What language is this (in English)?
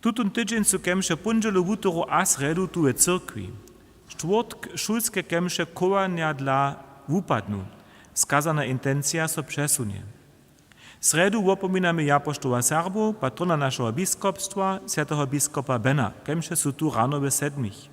Upper Sorbian